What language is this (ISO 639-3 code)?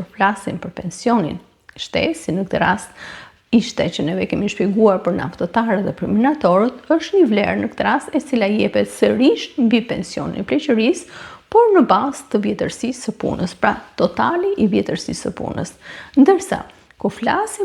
sqi